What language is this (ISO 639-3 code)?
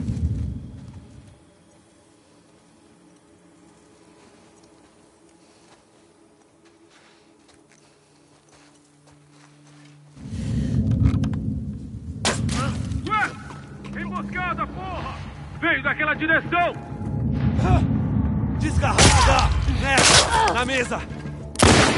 por